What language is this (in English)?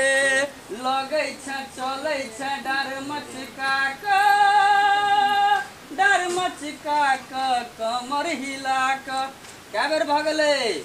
Maithili